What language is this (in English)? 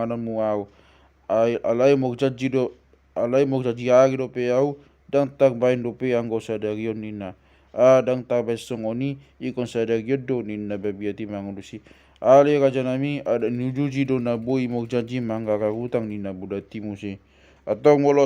Batak Toba